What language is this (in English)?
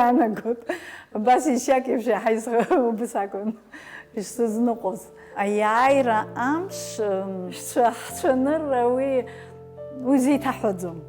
Abkhazian